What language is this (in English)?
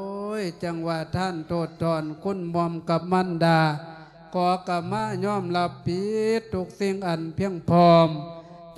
Lao